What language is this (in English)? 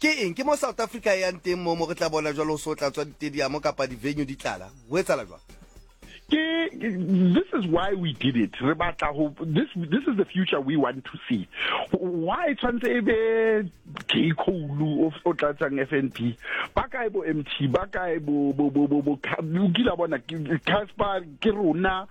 Southern Sotho